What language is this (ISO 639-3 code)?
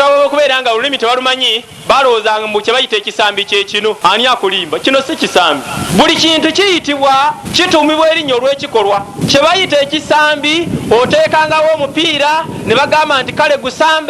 lug